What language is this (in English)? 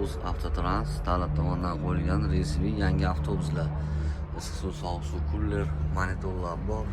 Uzbek